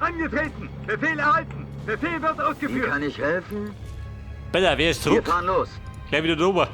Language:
Bavarian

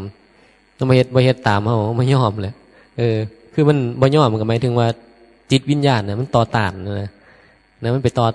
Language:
Northeastern Thai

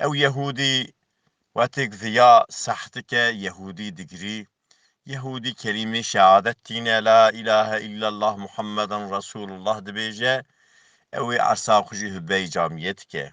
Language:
Kurdish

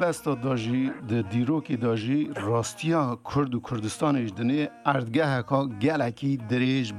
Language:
Kurdish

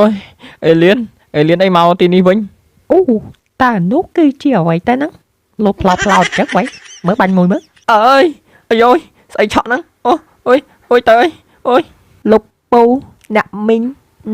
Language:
Khmer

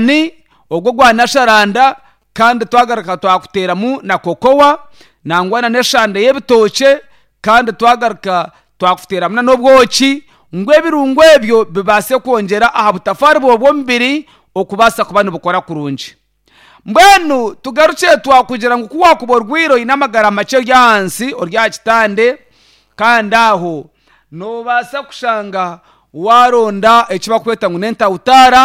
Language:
Nyankole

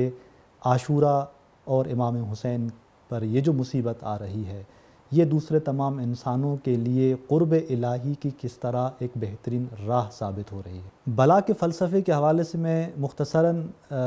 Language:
Urdu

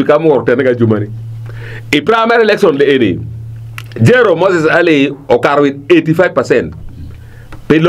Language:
Acoli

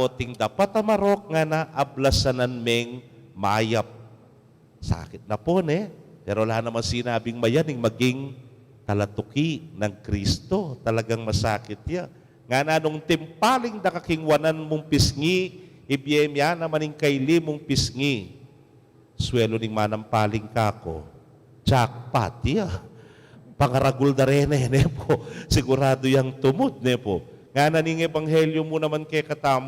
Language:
Pampanga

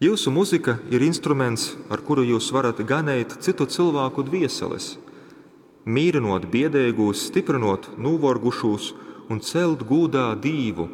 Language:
Latgalian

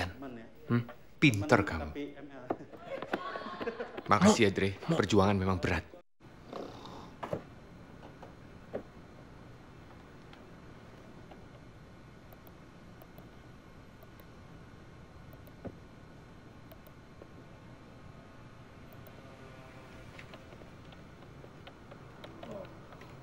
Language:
Indonesian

